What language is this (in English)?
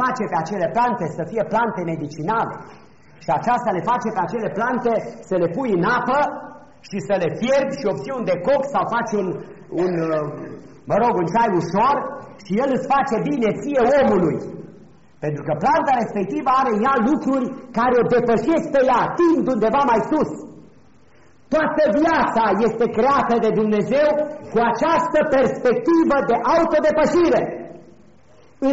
Romanian